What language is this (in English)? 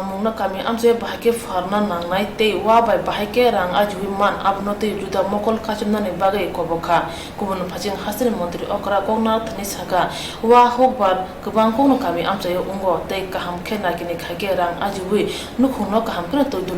Kok Borok